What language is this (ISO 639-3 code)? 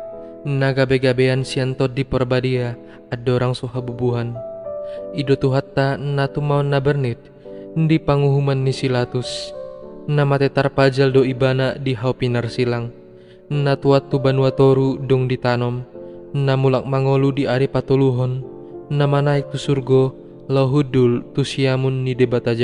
bbc